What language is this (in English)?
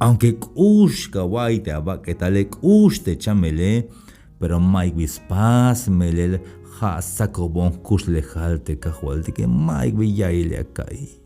Tzeltal